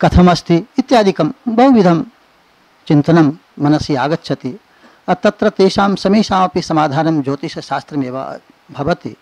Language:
Sanskrit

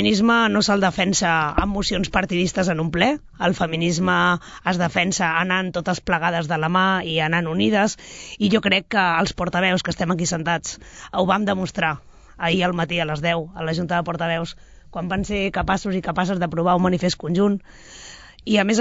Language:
Catalan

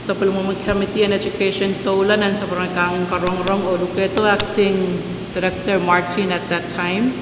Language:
Pohnpeian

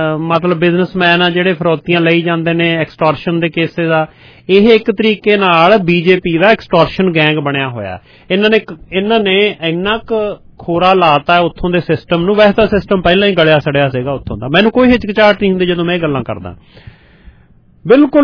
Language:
Punjabi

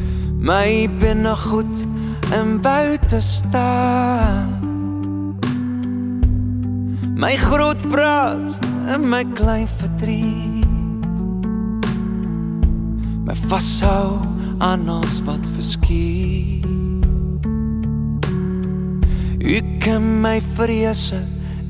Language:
Dutch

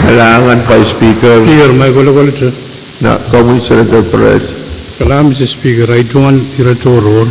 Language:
Pohnpeian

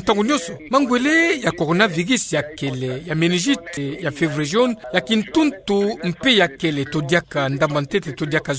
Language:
Kituba (Democratic Republic of Congo)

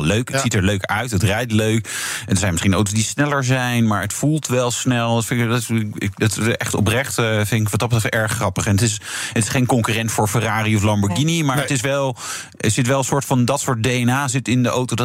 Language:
Dutch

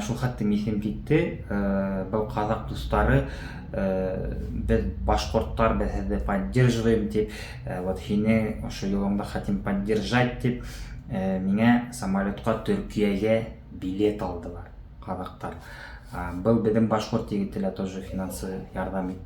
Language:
Bashkir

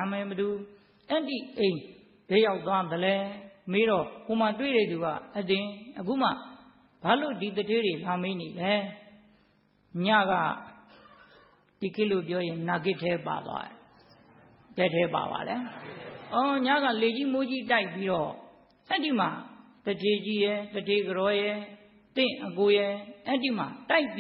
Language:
Burmese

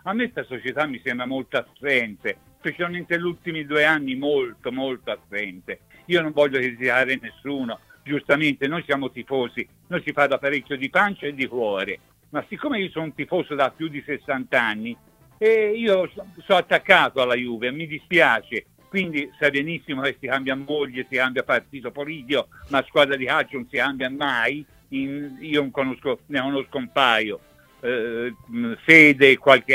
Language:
Italian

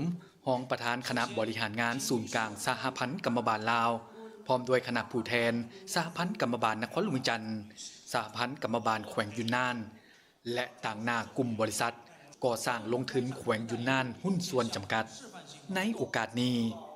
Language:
Lao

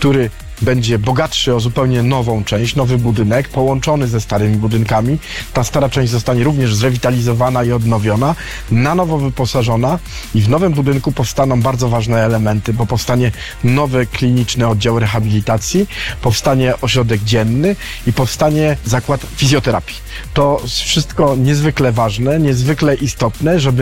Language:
Polish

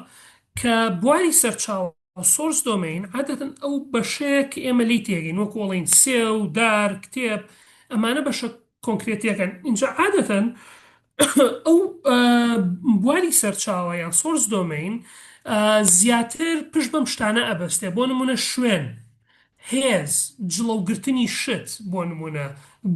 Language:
Central Kurdish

